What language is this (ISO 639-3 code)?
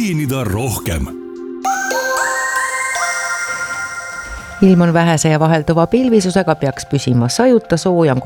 est